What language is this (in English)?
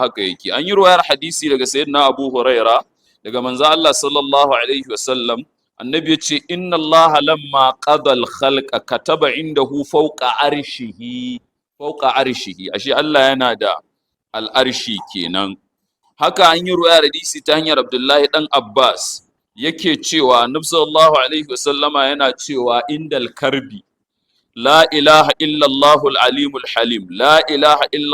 Hausa